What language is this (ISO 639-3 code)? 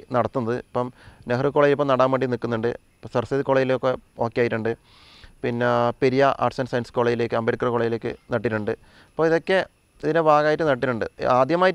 mal